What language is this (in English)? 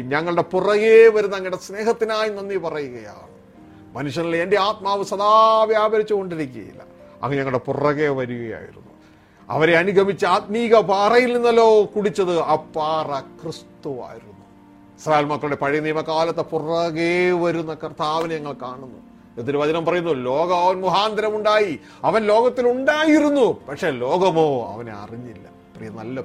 Malayalam